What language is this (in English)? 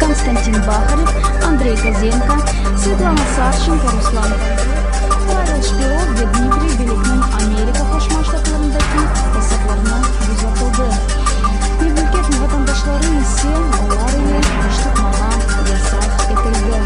Crimean Tatar